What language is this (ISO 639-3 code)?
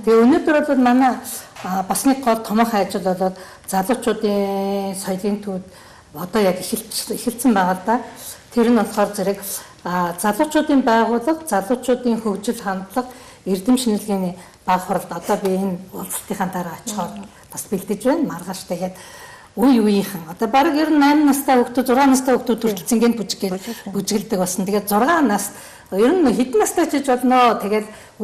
mon